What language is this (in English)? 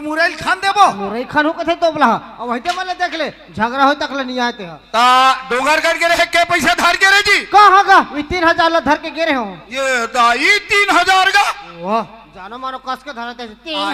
Chhattisgarhi